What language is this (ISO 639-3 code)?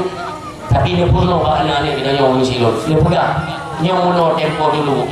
ace